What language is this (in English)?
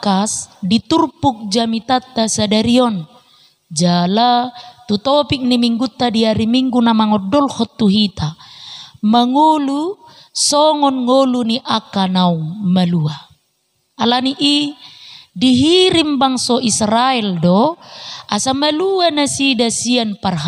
Batak Toba